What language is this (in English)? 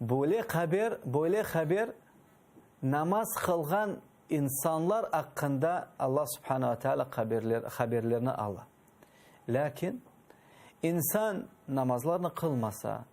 Crimean Tatar